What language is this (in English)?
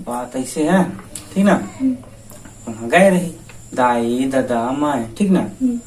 Chhattisgarhi